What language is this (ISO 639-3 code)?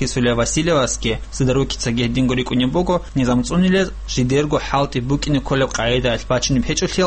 ava